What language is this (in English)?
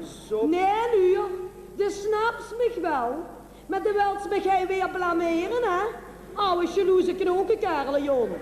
Limburgish